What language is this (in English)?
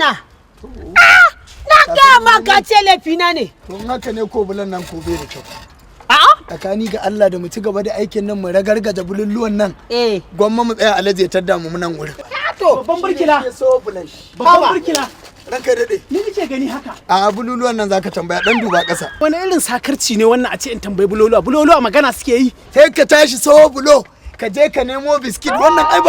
Hausa